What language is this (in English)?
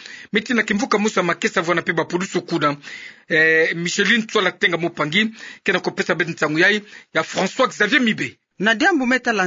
Kituba (Democratic Republic of Congo)